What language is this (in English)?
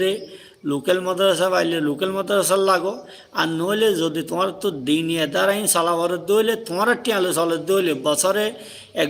Rohingya